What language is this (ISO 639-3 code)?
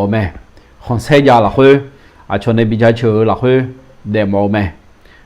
ahk